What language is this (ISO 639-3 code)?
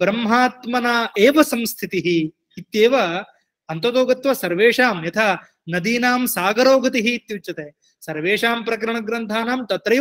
san